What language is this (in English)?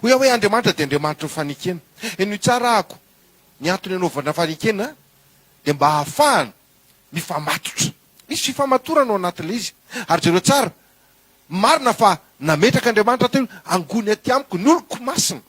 Malagasy